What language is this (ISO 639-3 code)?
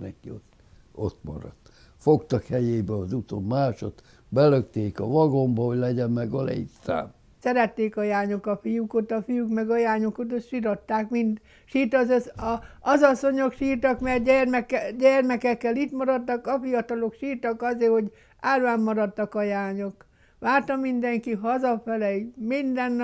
hun